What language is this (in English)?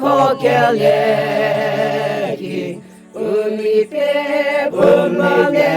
Chokri Naga